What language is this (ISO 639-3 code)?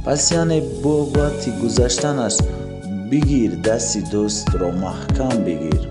tgk